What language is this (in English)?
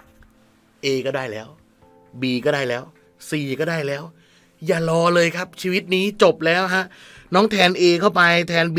Thai